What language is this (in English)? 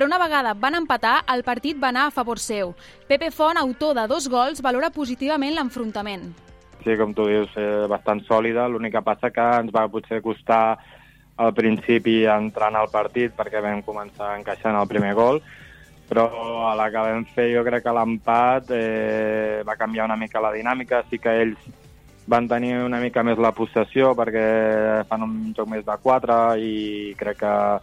Catalan